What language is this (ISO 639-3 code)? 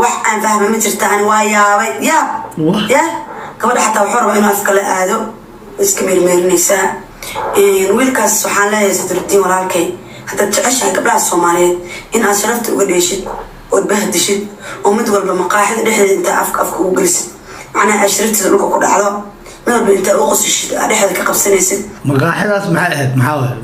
som